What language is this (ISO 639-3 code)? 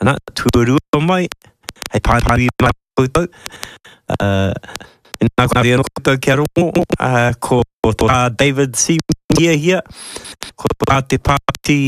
mri